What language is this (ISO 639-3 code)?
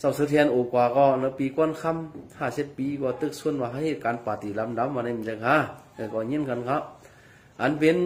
shn